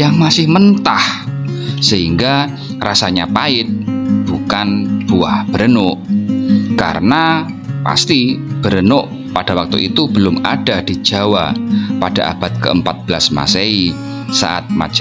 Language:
Indonesian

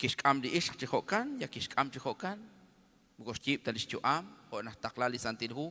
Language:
Kekchí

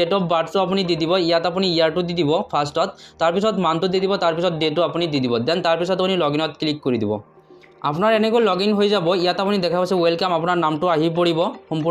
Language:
Assamese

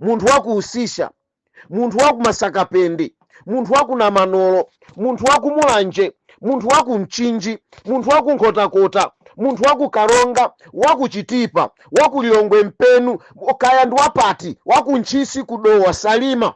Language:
Nyanja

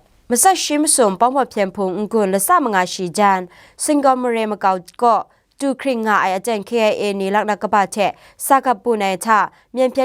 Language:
Kachin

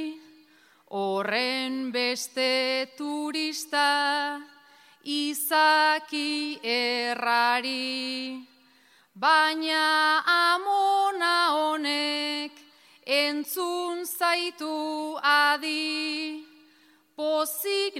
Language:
Basque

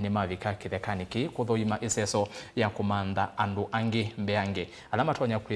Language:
Kamba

